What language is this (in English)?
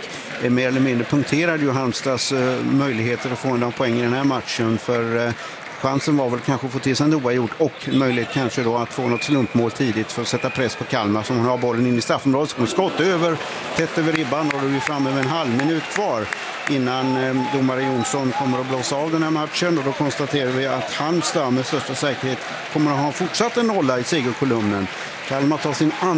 Swedish